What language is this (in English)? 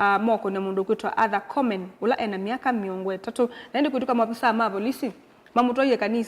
Kamba